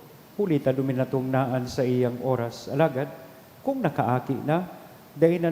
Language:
Bikol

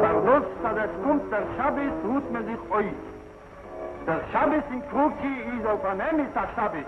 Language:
Yiddish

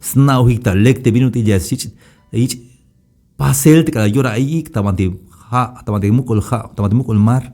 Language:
Tzeltal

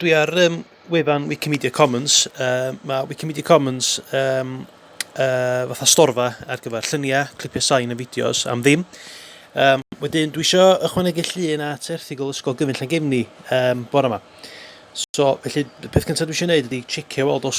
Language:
Welsh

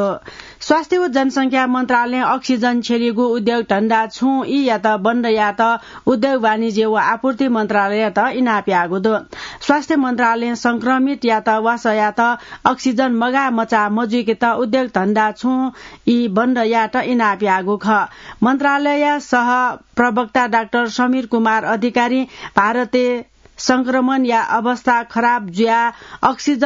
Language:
Newari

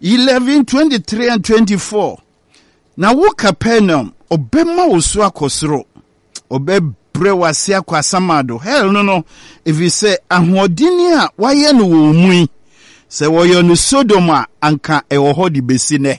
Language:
Akan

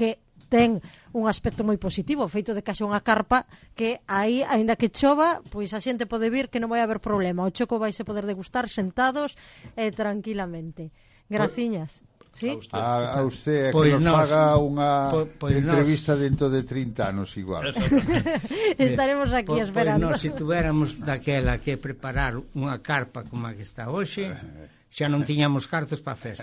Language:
Galician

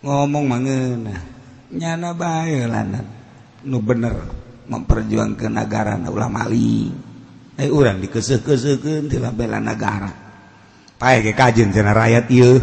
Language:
Sundanese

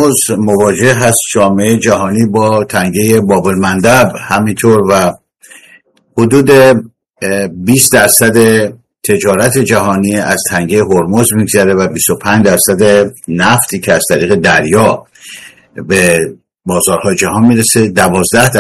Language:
Persian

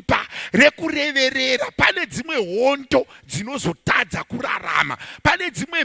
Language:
Shona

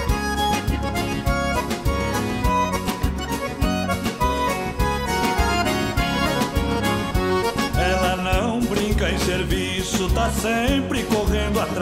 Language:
Portuguese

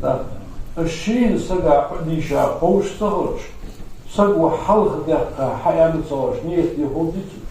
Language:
Ingush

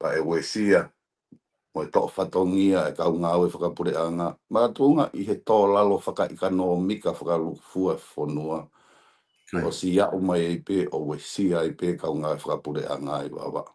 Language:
Tongan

